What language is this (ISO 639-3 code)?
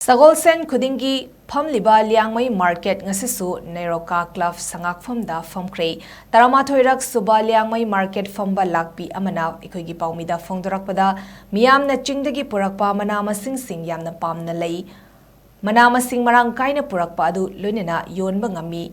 mni